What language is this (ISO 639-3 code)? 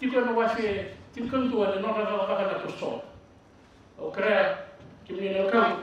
fij